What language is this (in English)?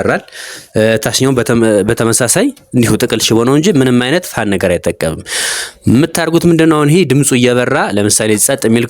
Amharic